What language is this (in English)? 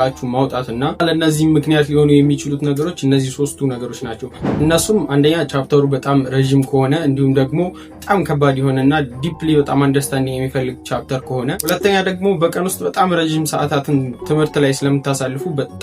Amharic